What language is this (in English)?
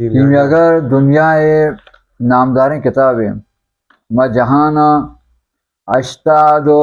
Baluchi